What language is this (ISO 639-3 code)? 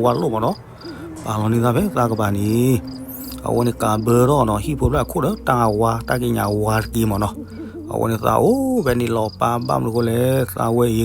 ksw